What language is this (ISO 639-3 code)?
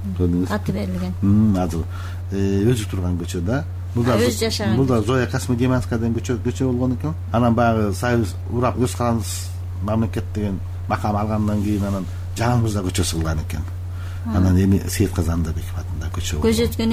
kir